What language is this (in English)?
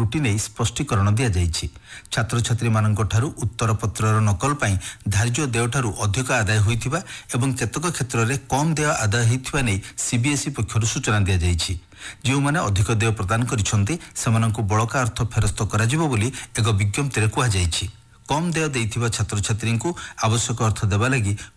Odia